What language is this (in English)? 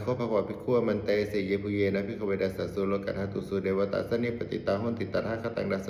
Pali